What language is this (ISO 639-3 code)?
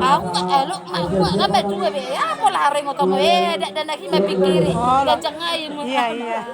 bbc